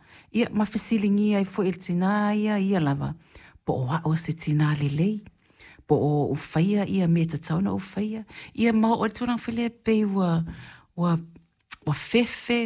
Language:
Samoan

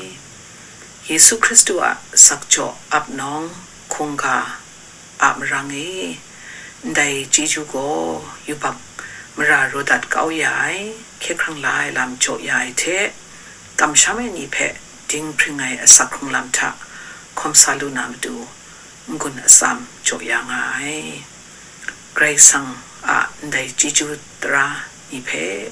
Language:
Kachin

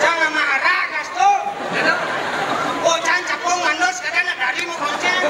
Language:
Balinese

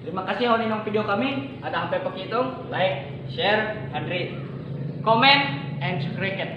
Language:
Ma'anyan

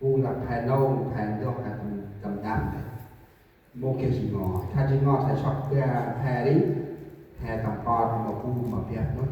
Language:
Central Mnong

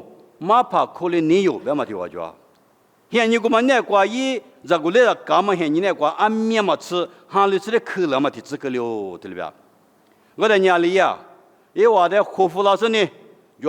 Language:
Lisu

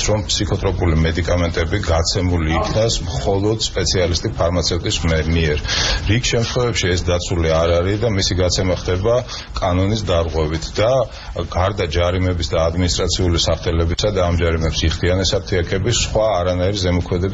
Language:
Georgian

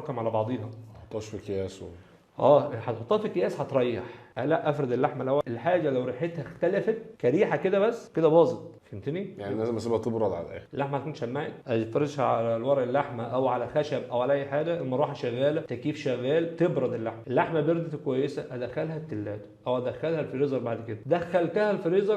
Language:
Egyptian Arabic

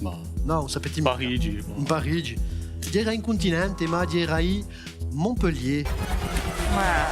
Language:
Corsican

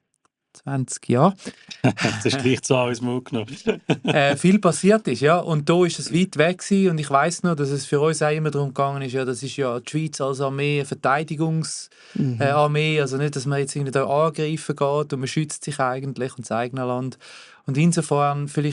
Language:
Swiss German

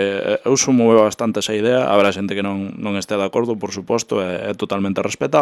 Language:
Galician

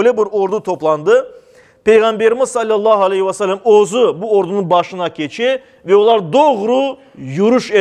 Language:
Crimean Tatar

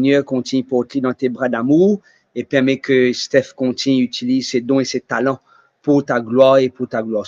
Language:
Morisyen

